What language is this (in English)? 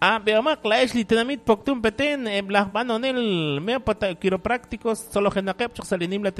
Kekchí